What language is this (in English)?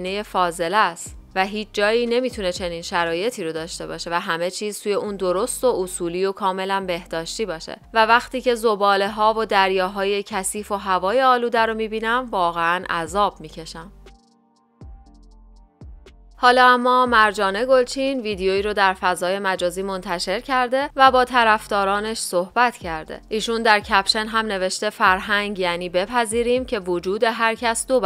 Persian